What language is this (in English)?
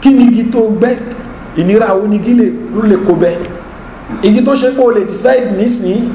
Yoruba